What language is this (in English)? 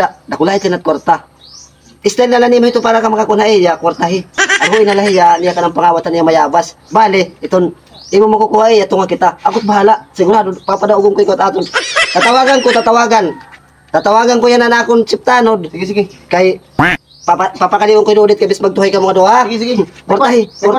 Waray